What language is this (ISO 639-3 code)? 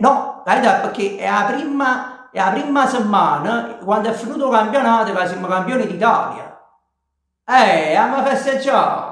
nap